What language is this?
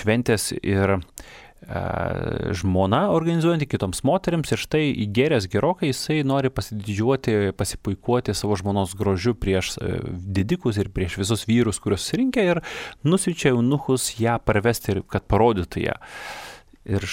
Lithuanian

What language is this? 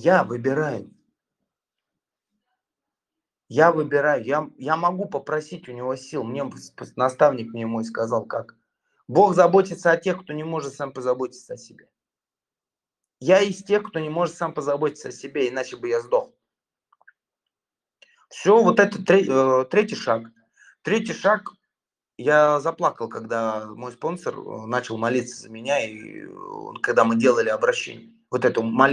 Russian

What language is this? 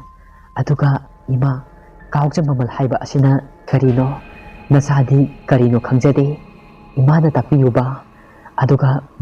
Manipuri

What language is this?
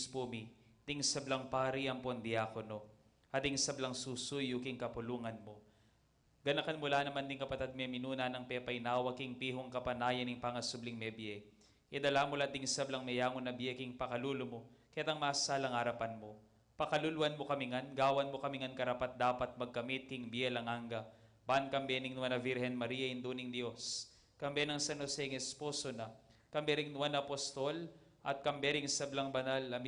Pampanga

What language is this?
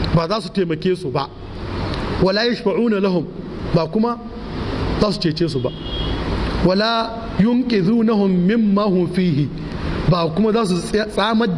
Hausa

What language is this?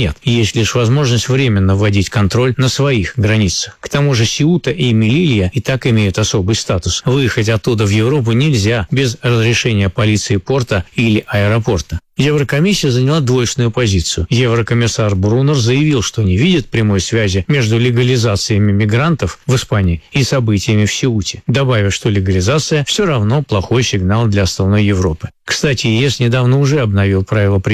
Russian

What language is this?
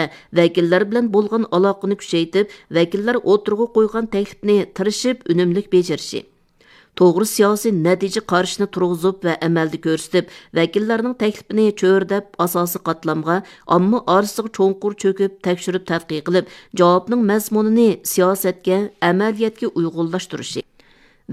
Uyghur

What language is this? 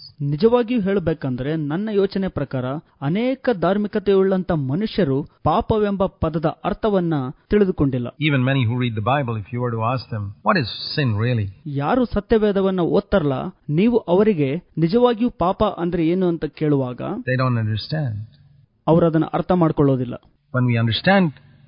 Kannada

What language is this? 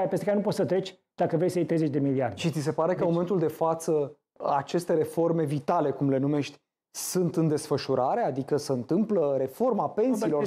Romanian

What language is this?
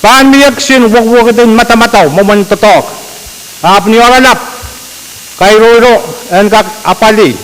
Pohnpeian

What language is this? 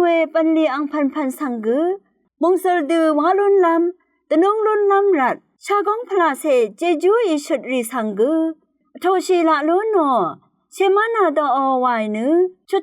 Rawang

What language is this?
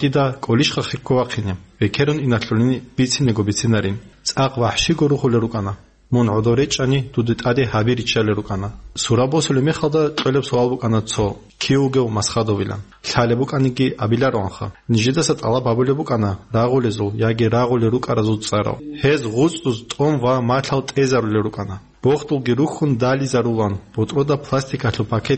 Avaric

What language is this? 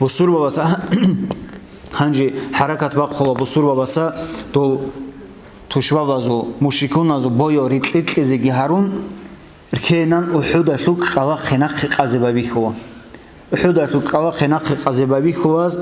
Avaric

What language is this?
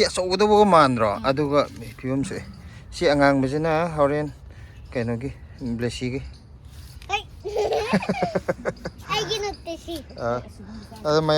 Manipuri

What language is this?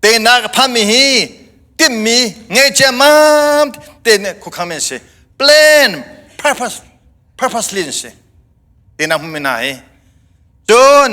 Hakha Chin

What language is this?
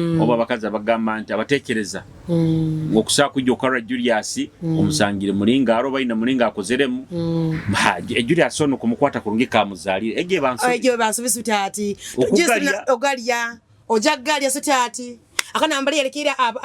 Nyoro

